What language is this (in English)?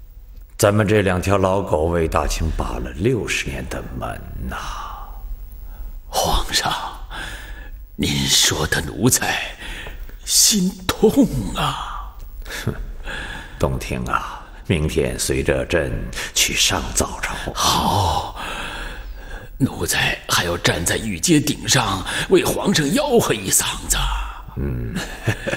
Chinese